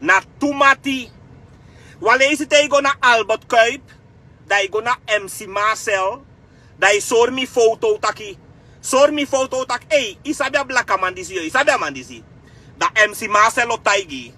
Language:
Sranan Tongo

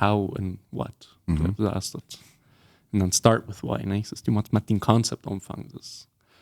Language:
Plautdietsch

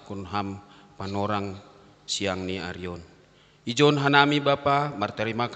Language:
Batak Simalungun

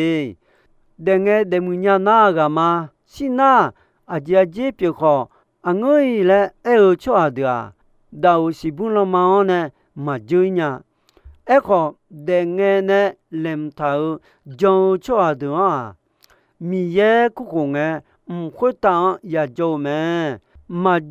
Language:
Akha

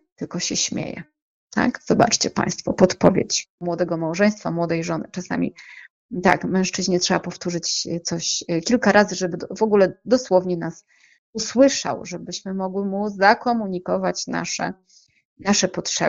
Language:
Polish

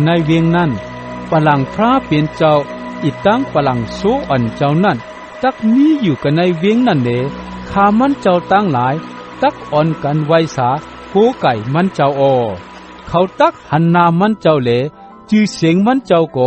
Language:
Shan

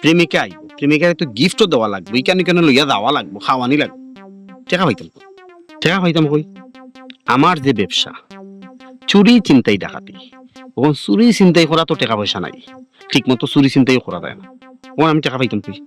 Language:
Sylheti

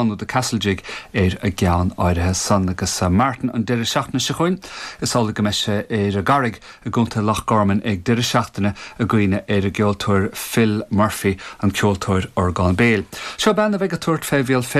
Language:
Irish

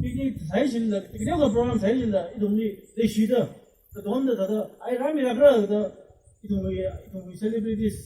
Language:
Tangkhul Naga (India)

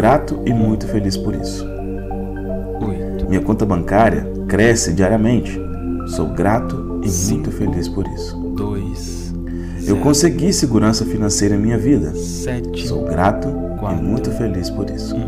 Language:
Portuguese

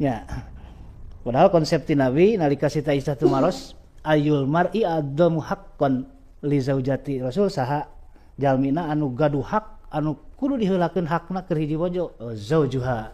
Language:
Sundanese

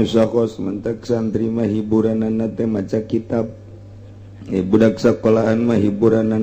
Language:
Sundanese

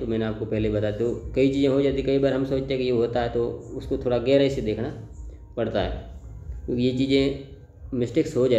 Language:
Hindi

